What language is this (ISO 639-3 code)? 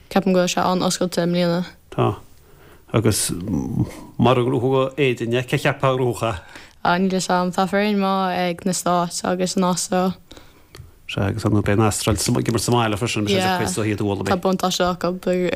gle